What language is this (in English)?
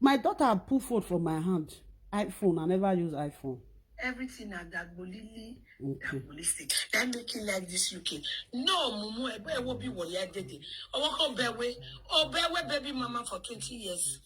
Nigerian Pidgin